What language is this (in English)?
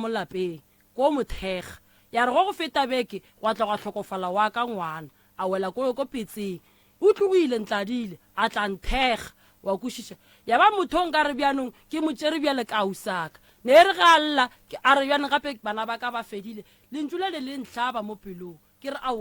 Northern Sotho